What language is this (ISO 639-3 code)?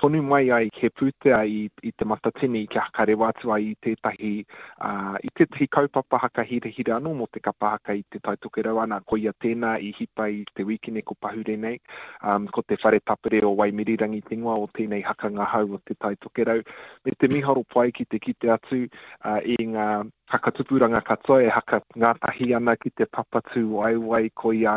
mri